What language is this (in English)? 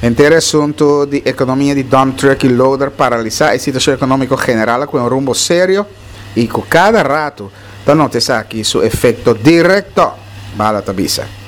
Papiamento